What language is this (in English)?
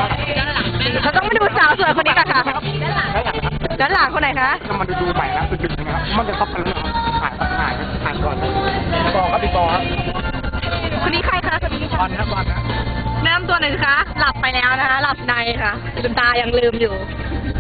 Thai